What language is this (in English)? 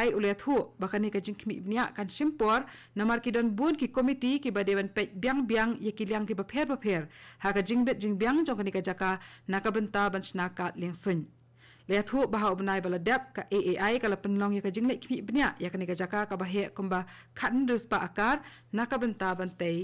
Khasi